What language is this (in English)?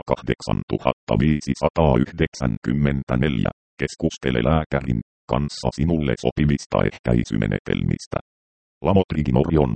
Finnish